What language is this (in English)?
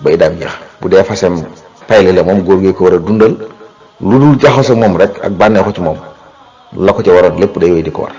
Wolof